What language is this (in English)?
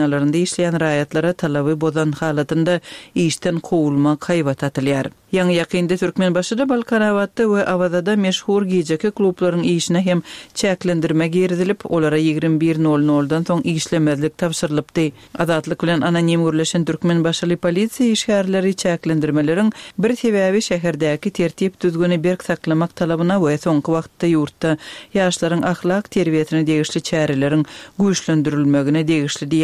Turkmen